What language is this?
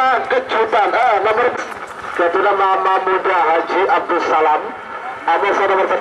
Madurese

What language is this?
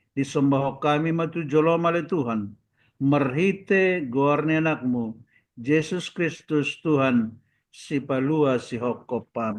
Batak Toba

